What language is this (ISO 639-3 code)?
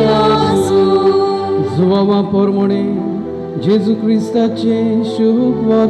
kok